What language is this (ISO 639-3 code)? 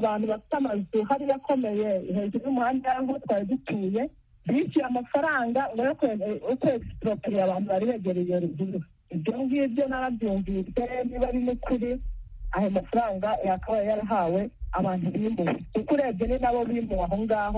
kin